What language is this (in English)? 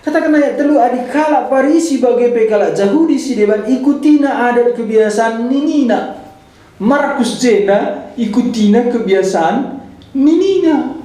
Batak Karo